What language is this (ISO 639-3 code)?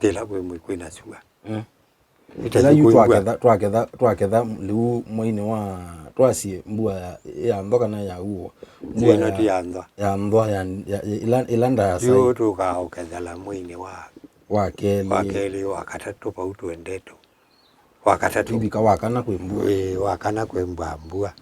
kam